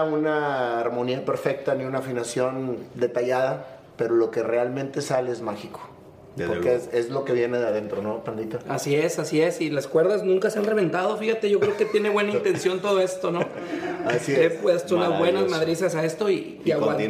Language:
Spanish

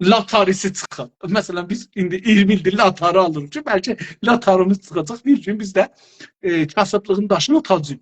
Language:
South Azerbaijani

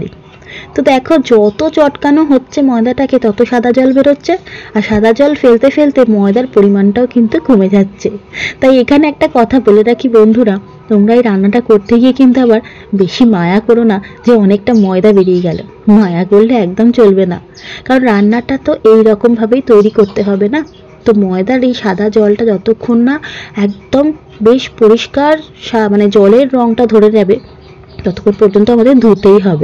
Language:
Bangla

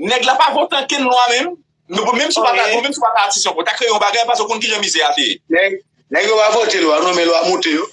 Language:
Haitian Creole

